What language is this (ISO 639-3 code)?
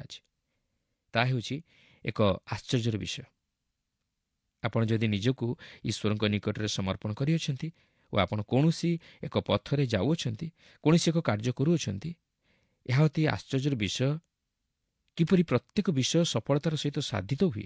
ori